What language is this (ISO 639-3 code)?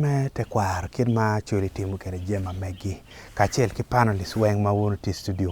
ach